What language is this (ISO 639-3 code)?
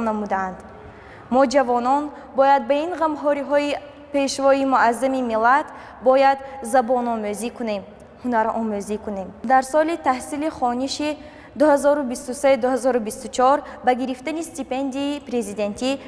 tgk